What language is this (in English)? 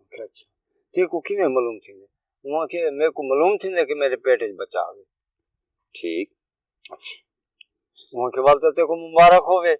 Saraiki